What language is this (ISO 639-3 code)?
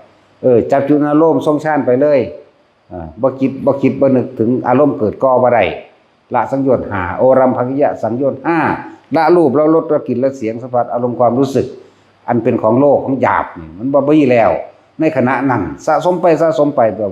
tts